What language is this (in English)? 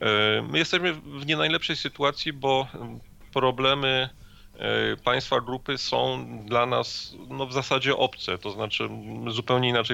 Polish